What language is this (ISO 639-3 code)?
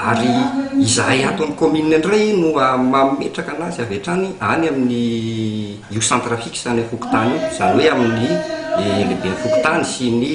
mlg